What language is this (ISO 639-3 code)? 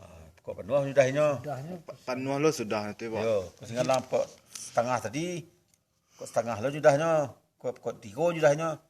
min